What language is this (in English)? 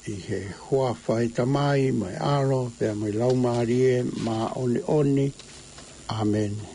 Tongan